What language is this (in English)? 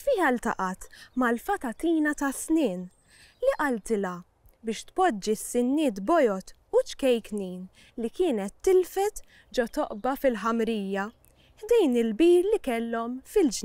Maltese